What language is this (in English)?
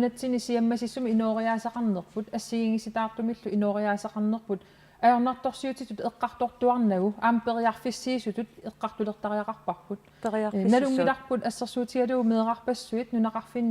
Kalaallisut